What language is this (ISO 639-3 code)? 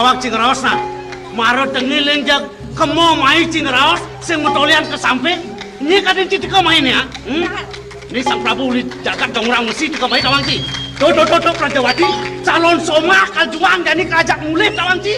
ban